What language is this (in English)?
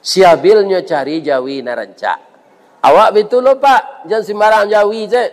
Minangkabau